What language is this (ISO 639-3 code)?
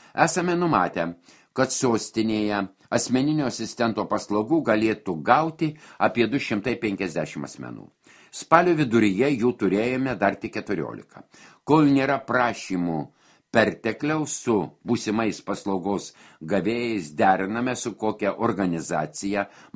lit